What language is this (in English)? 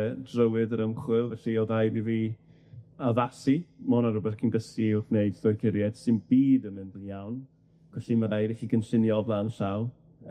Welsh